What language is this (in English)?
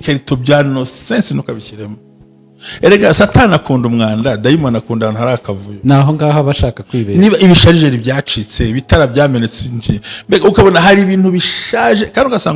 Kinyarwanda